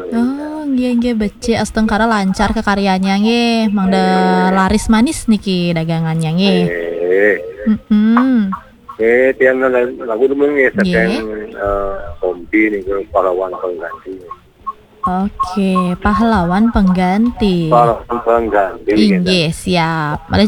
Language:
Balinese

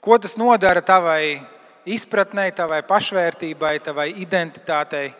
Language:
Latvian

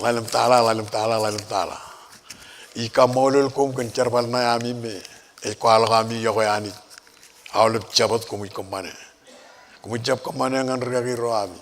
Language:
Marshallese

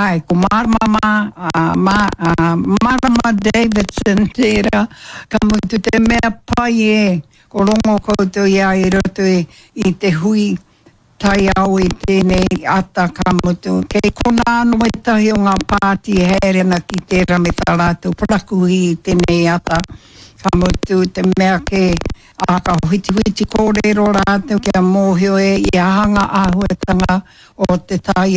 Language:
Māori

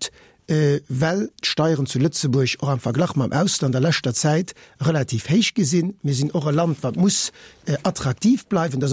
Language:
Luxembourgish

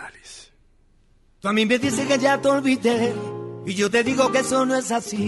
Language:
Spanish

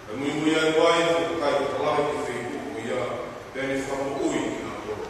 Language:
Tongan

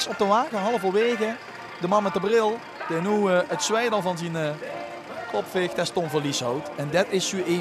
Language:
Limburgish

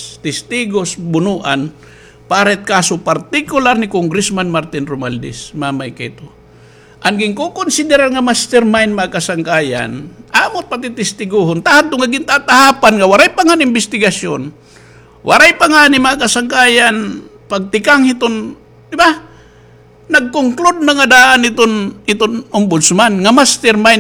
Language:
Waray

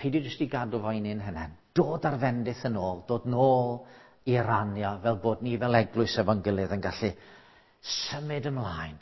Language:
Welsh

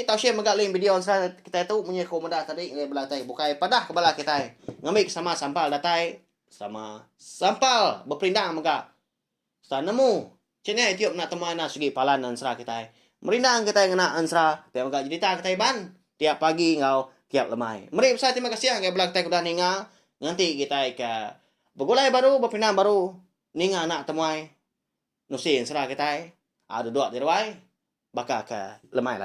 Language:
Iban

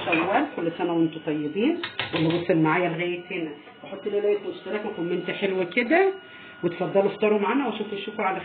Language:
Egyptian Arabic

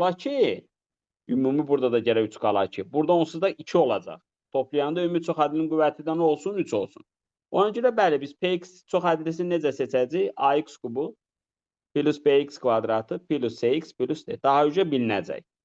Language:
Azerbaijani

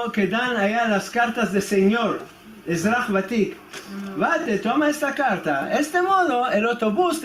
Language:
Ladino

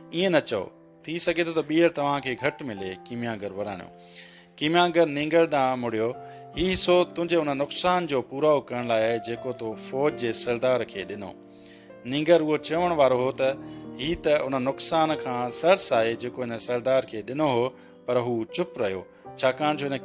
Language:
Sindhi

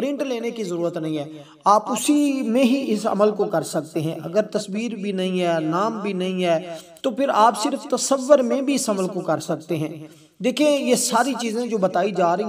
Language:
Urdu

